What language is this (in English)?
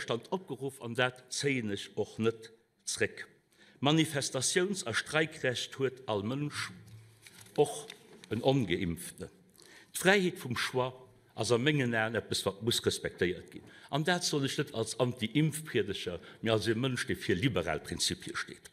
Luxembourgish